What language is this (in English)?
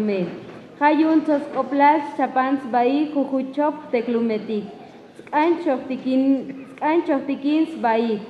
Tzotzil